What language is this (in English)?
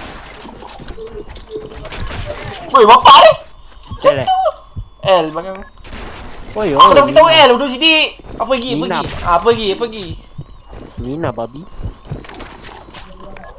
Malay